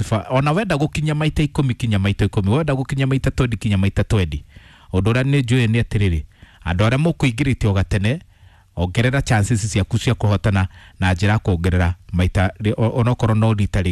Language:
Kikuyu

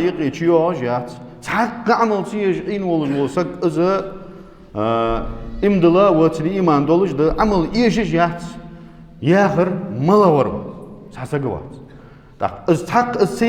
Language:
Ingush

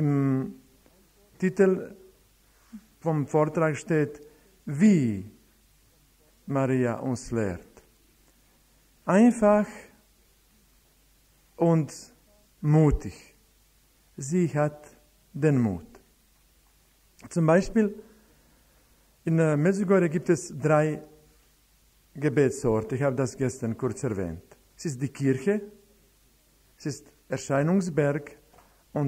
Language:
German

